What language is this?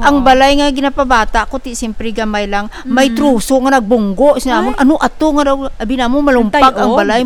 Hiligaynon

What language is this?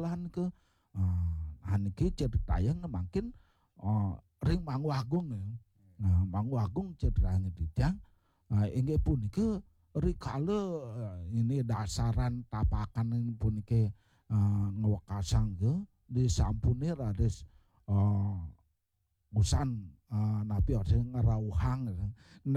Balinese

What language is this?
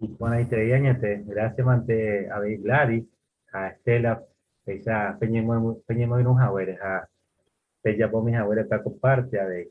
Guarani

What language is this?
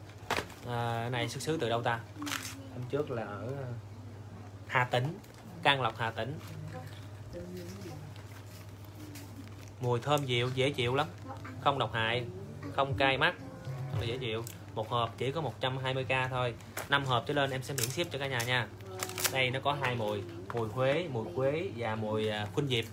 Vietnamese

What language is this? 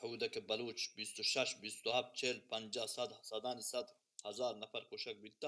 Baluchi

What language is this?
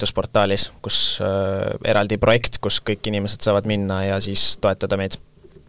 Estonian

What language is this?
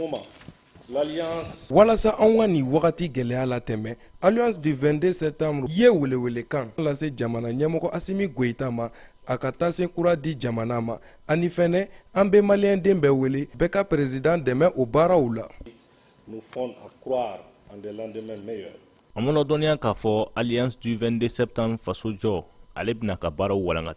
Bambara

